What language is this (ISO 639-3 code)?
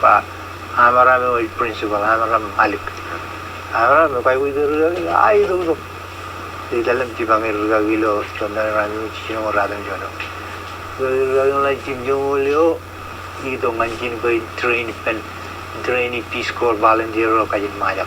mah